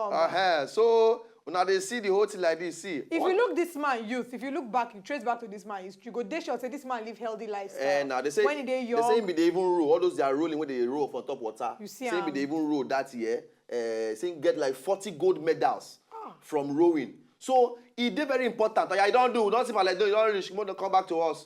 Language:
Nigerian Pidgin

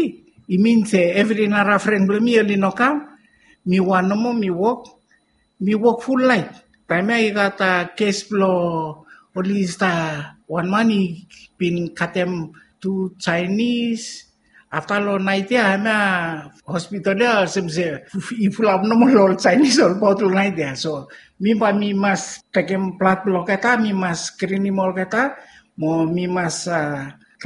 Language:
Bislama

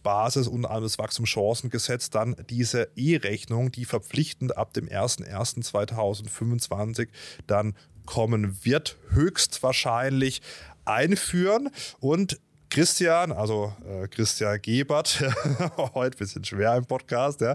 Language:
German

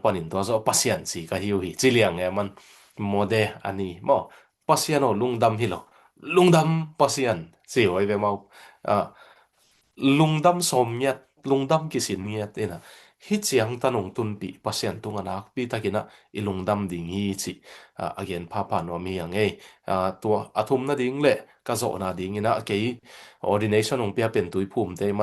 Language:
Tedim Chin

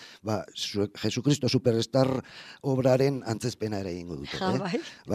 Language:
Basque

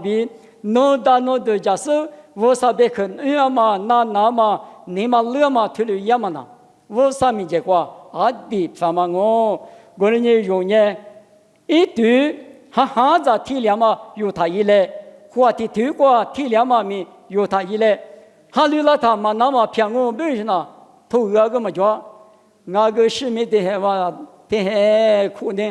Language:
Lisu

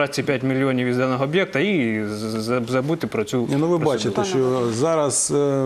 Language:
Ukrainian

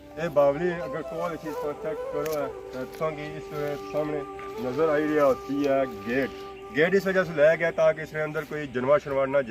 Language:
Pahari-Potwari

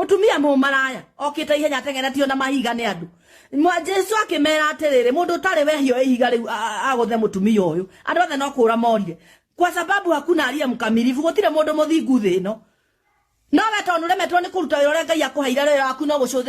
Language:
Kikuyu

